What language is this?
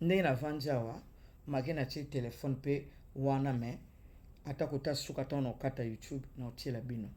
Lingala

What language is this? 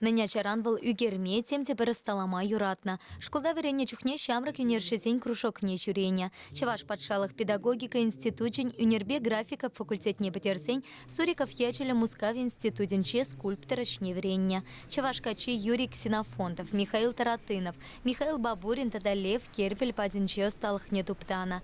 Chuvash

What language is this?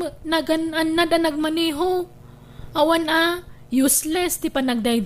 Iloko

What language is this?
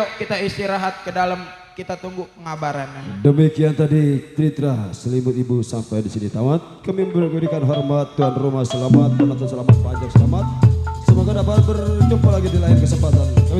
Betawi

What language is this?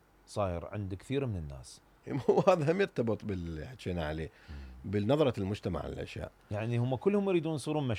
Mesopotamian Arabic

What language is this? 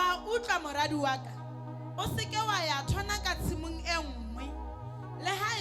Southern Sotho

